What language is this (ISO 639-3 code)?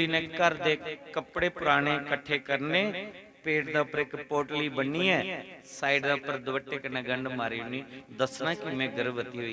doi